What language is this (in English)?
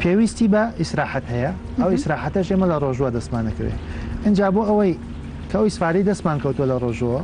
Central Kurdish